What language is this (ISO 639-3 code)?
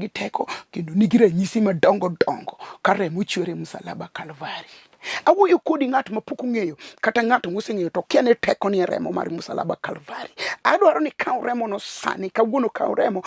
luo